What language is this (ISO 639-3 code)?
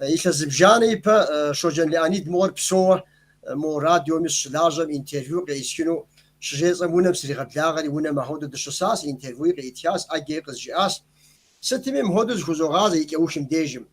kbd